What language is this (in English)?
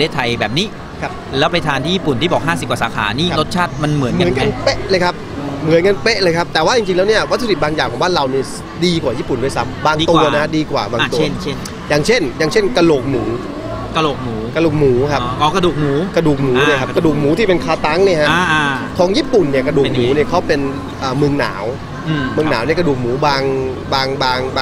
Thai